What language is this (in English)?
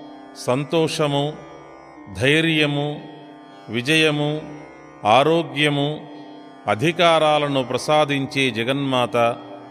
Telugu